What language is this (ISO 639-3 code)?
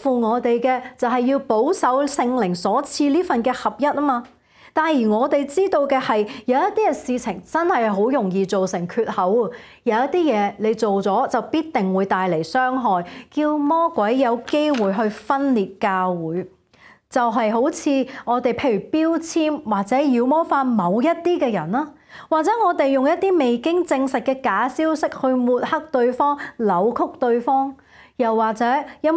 yue